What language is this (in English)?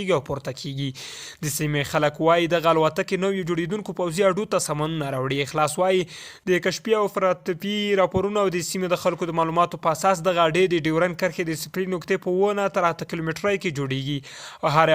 Pashto